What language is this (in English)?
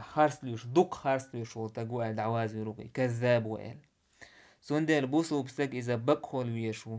Chechen